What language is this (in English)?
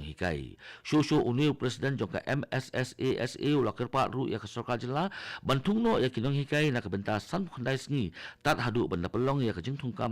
Khasi